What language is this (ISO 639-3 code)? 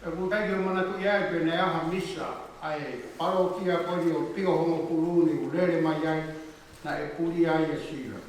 ton